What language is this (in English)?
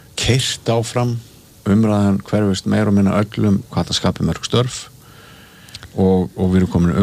Icelandic